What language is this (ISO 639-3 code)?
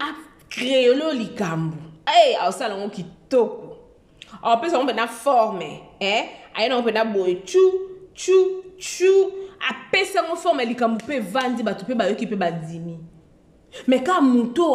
lin